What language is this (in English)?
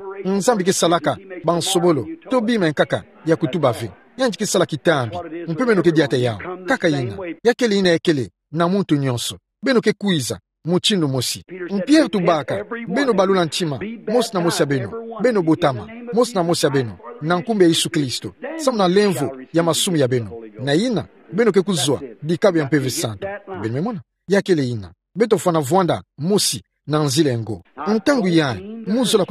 Kituba (Democratic Republic of Congo)